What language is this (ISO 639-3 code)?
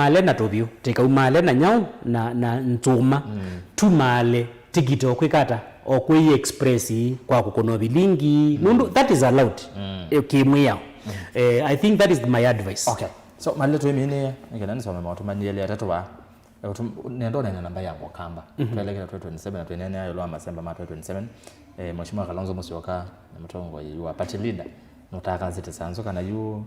kam